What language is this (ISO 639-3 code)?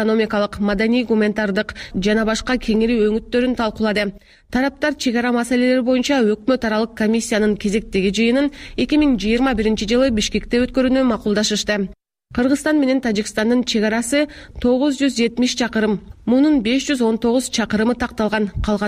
kir